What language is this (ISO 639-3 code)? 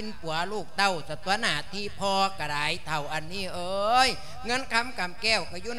lao